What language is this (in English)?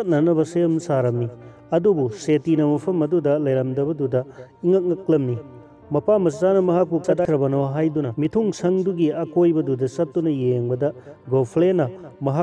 Manipuri